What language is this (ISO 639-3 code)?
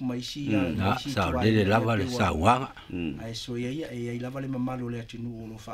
smo